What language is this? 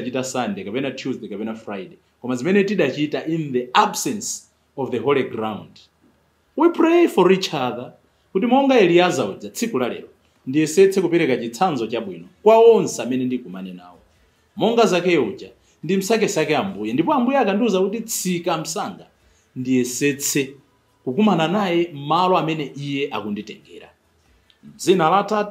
Nyanja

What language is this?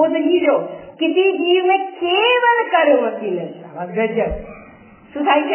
Gujarati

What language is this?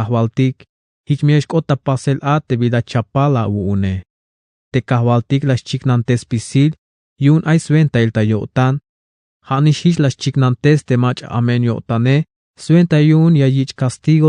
Tzeltal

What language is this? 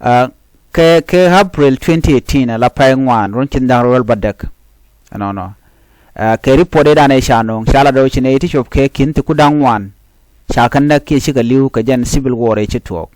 Nuer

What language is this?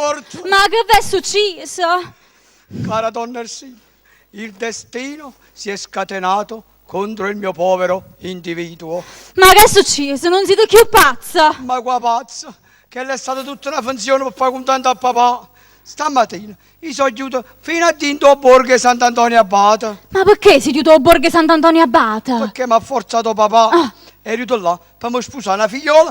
Neapolitan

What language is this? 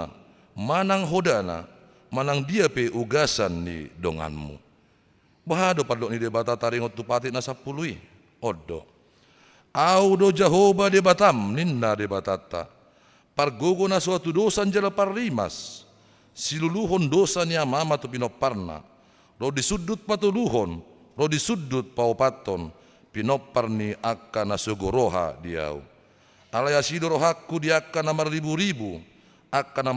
Batak Toba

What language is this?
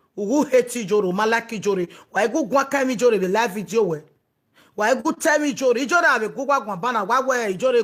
Nigerian Pidgin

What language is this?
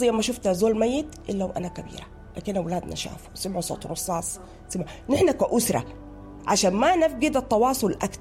Sudanese Arabic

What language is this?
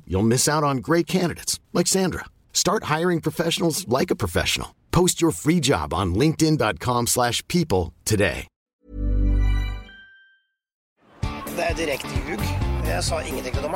Norwegian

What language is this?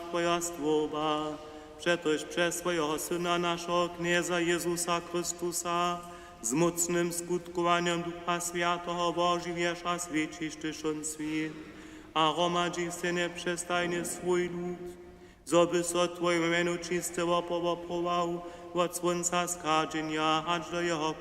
Upper Sorbian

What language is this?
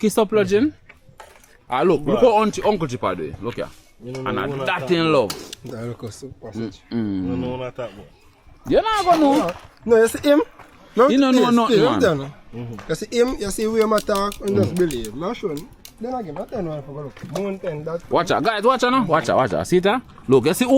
Jamaican Creole English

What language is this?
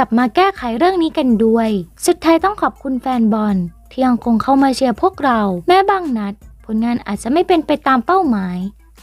Thai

